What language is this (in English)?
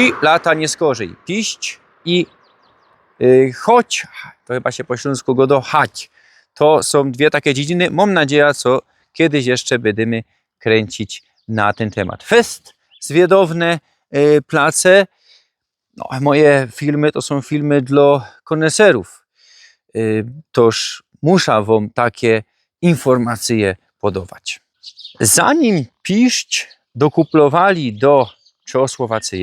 Silesian